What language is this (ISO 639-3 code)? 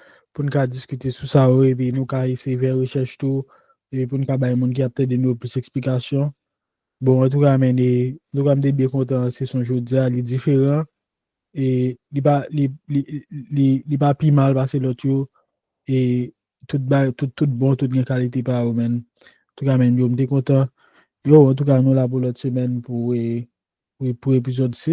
hat